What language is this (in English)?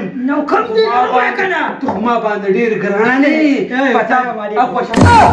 Pashto